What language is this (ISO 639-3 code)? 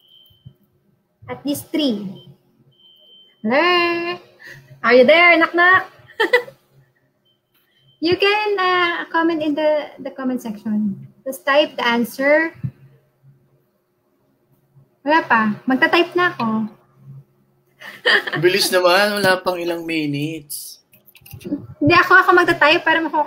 fil